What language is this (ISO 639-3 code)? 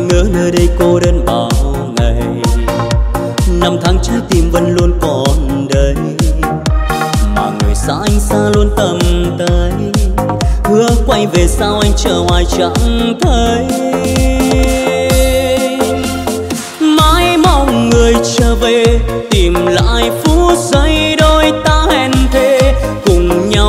vie